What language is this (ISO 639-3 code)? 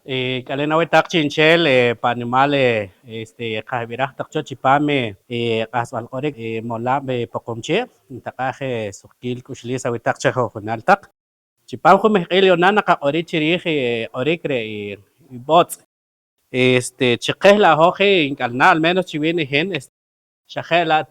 poh